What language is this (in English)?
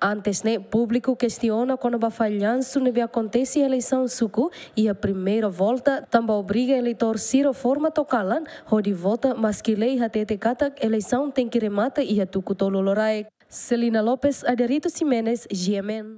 Tetum